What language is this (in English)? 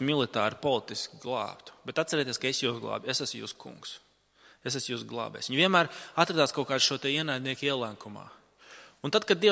Latvian